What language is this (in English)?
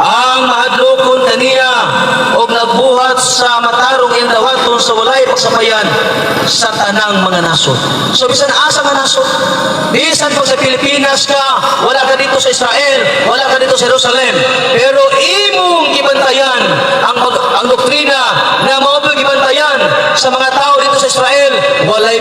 Cebuano